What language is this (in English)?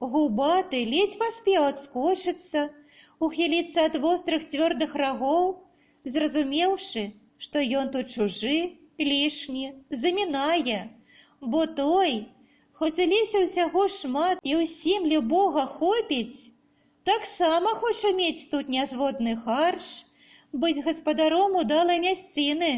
Belarusian